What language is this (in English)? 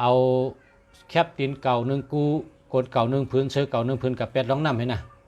Shan